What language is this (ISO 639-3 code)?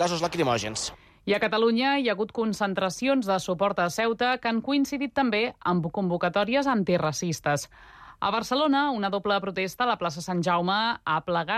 cat